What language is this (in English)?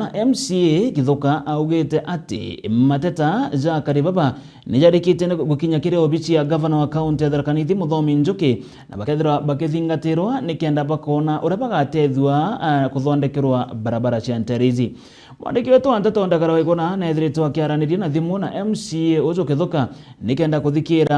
Meru